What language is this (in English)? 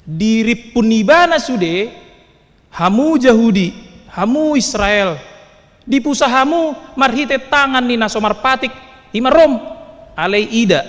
Batak Toba